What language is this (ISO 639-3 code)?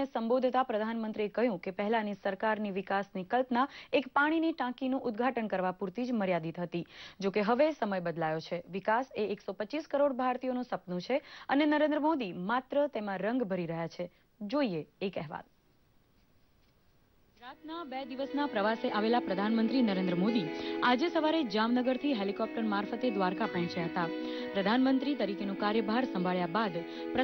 guj